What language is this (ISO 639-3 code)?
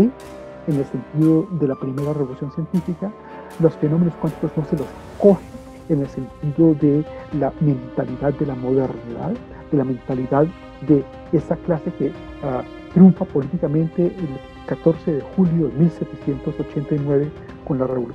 spa